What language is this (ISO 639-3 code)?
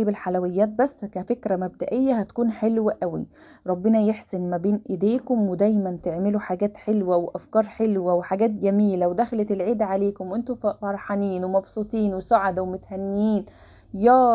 arz